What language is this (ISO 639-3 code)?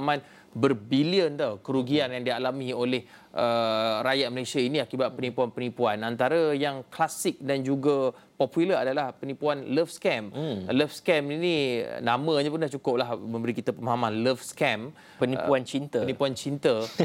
msa